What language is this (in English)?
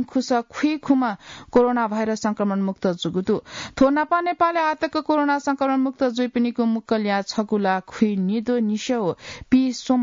Newari